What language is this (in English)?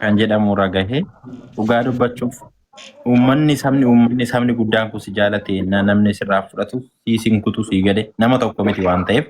Oromo